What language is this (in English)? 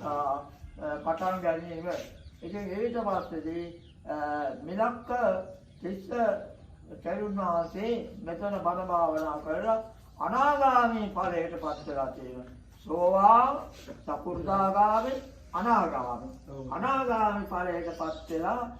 Sinhala